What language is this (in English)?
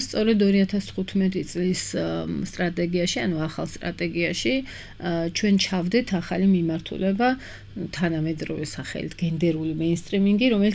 Georgian